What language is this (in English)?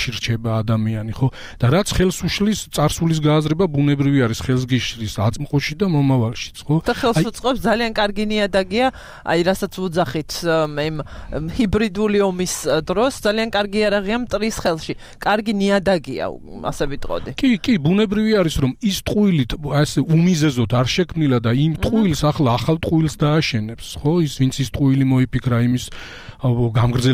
Georgian